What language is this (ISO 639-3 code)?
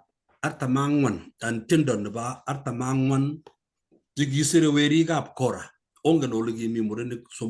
kln